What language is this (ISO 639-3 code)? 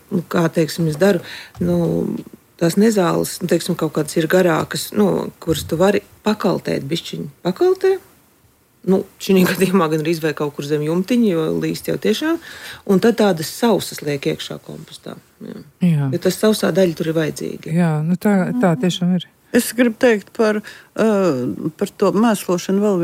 lav